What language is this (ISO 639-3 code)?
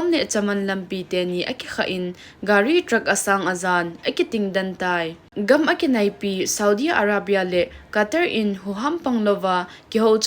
tcz